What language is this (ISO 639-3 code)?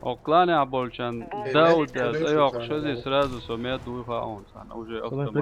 che